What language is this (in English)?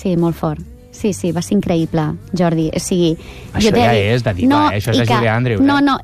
Catalan